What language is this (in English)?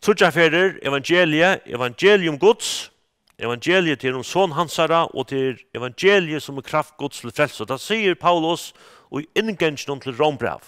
Faroese